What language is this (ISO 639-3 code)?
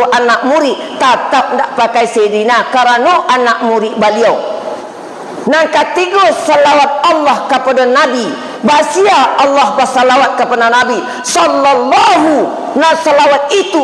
min